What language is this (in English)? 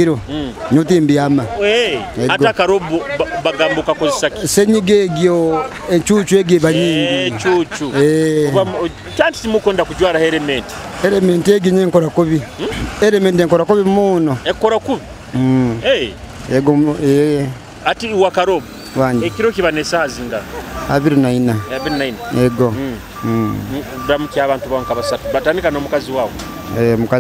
Nyoro